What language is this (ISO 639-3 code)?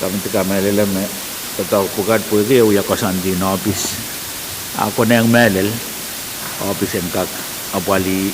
pon